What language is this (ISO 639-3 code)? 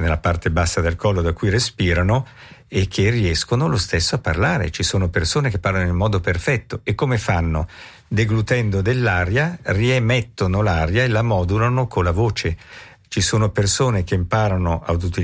ita